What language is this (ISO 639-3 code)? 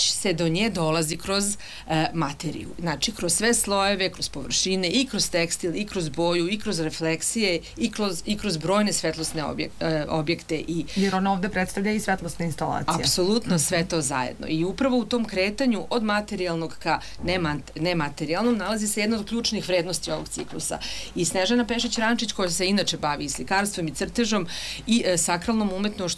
srp